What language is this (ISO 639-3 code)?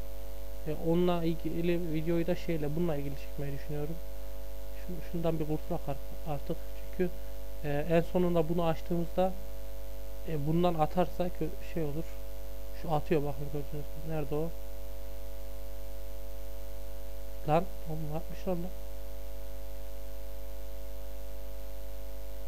tur